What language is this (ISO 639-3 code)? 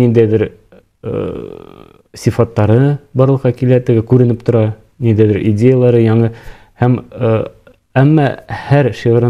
bak